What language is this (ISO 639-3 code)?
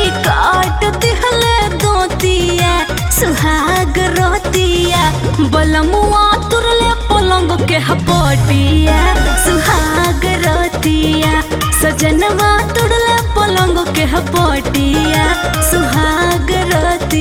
bho